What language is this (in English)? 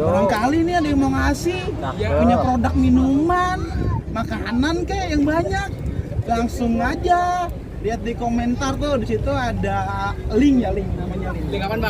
Betawi